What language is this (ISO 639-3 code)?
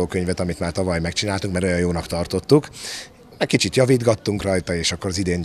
hun